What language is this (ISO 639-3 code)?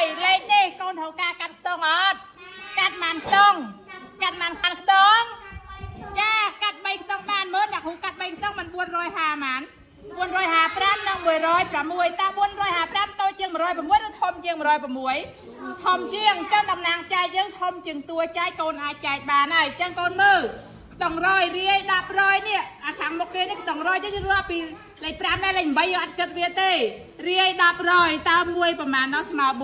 khm